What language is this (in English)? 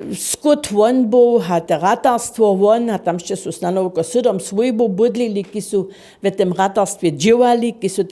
Upper Sorbian